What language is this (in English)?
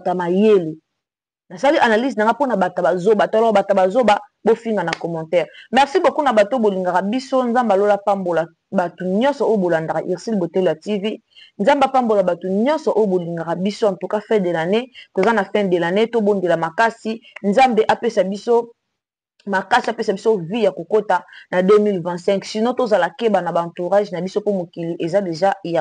Lingala